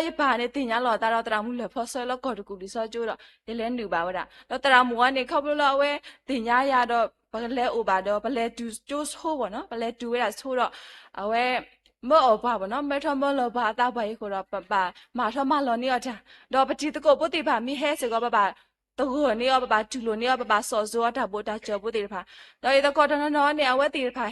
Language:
S'gaw Karen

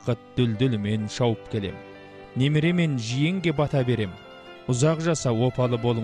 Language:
Kazakh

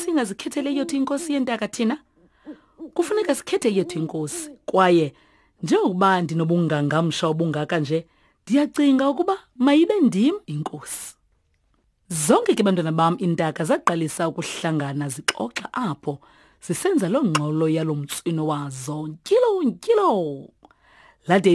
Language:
Xhosa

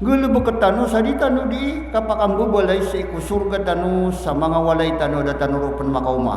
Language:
Maranao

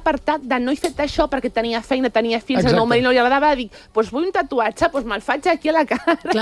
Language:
Catalan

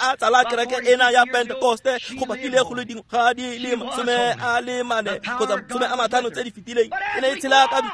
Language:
Tswana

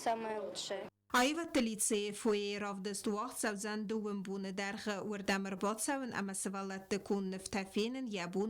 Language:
Ossetic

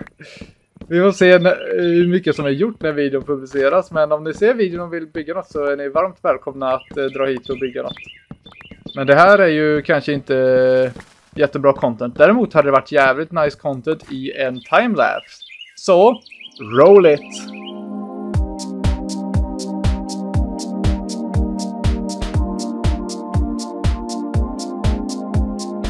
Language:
Swedish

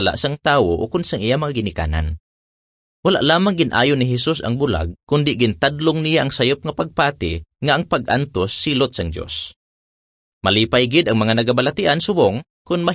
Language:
Hiligaynon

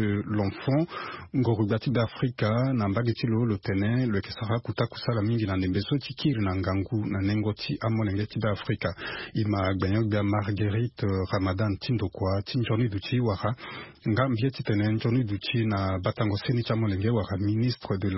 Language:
Sango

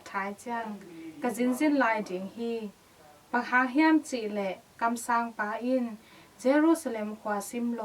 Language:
Tedim Chin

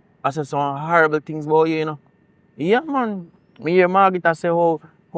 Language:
Jamaican Creole English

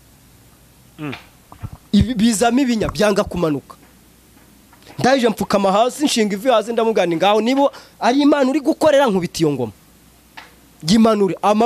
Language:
Kinyarwanda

